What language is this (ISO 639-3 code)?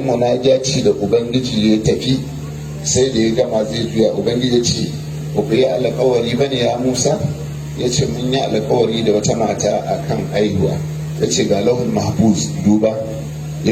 hau